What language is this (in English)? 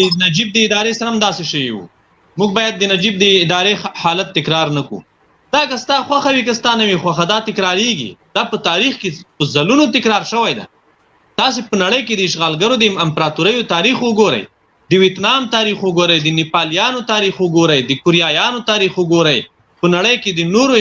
Pashto